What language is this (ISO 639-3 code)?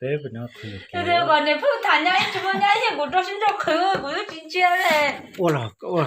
hmn